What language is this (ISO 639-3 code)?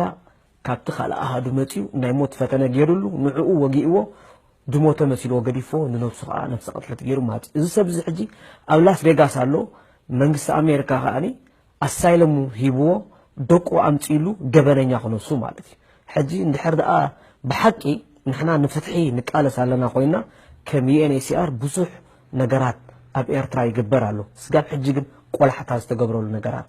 tir